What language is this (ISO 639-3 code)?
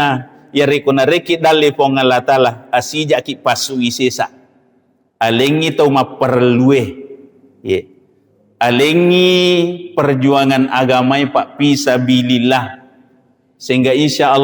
bug